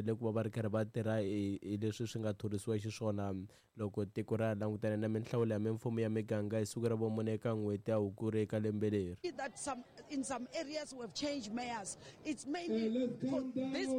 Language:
Tsonga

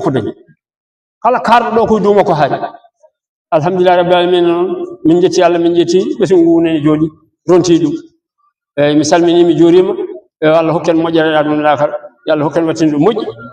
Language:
Fula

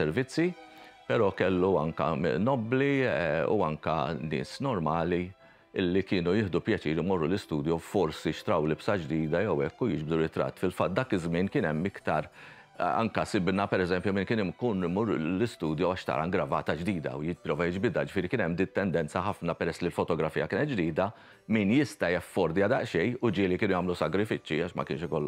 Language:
Maltese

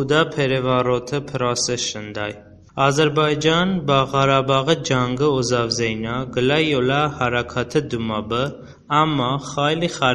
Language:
Talysh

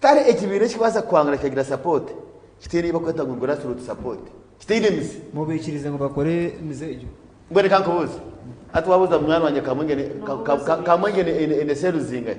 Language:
Nyankole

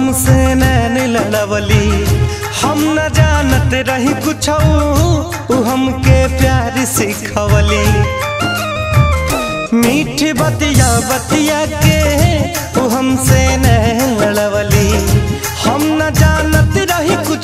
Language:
Bhojpuri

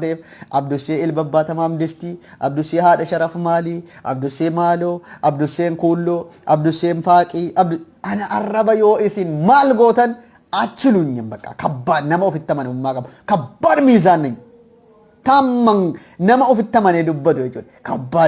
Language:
Oromo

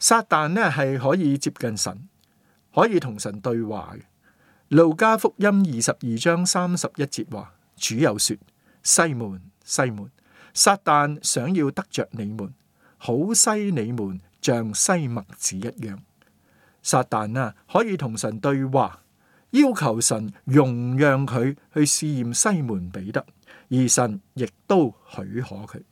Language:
Cantonese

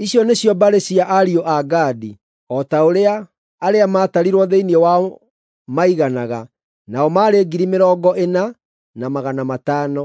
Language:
Kikuyu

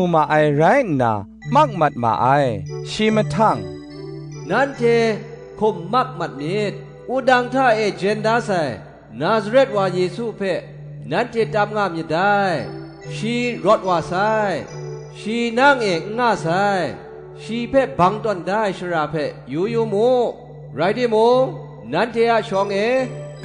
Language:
Kachin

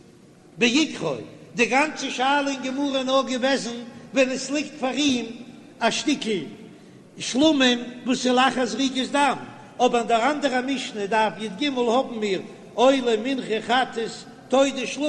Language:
Yiddish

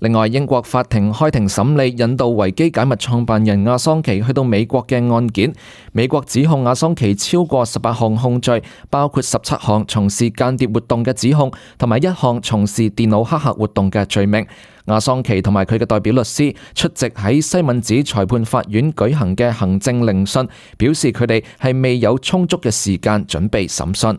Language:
Cantonese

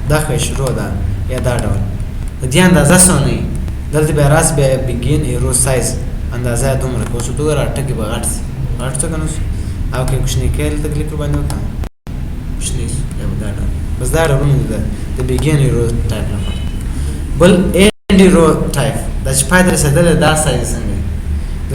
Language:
Pashto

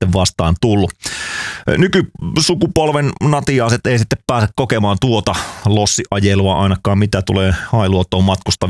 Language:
Finnish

